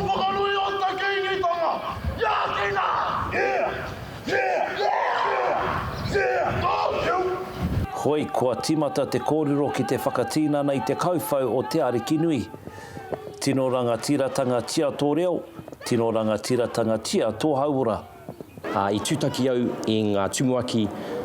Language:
Māori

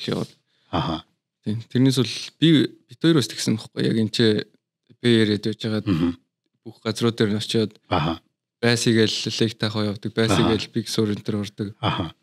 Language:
Mongolian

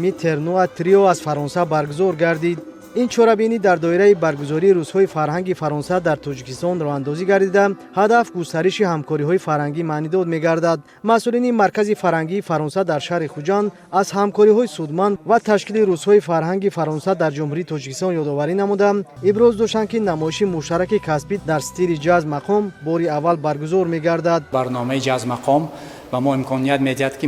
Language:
Tajik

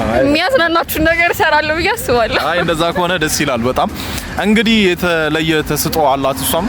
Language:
Amharic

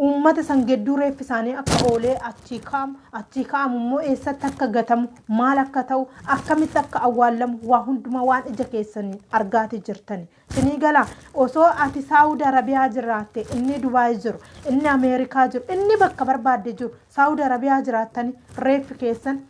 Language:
Oromo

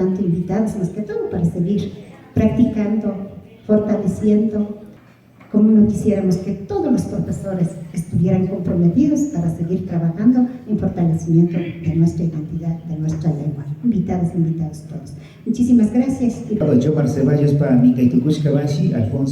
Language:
Imbabura Highland Quichua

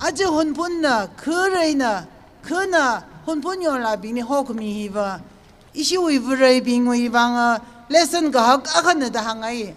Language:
Tangkhul Naga (India)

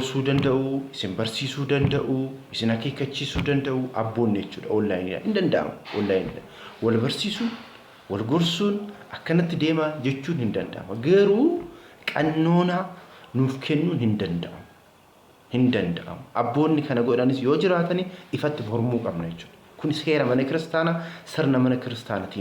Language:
Oromo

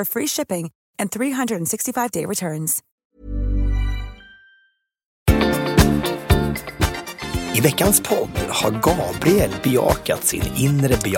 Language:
Swedish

